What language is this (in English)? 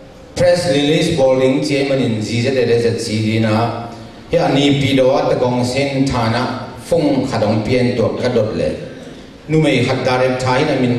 Tedim Chin